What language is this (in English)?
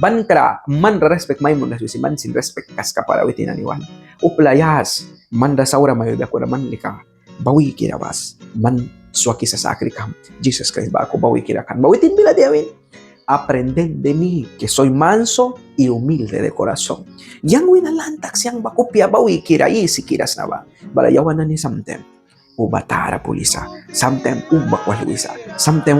Mískito